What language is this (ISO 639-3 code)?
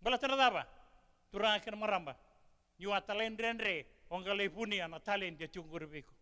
fij